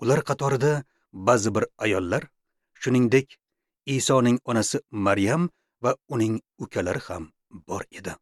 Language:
Uzbek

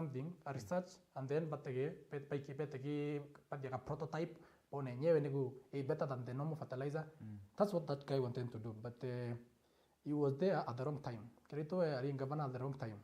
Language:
Meru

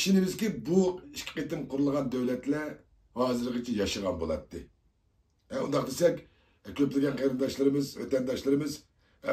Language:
Uyghur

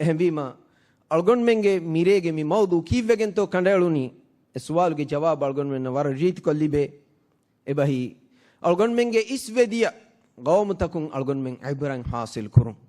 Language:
Divehi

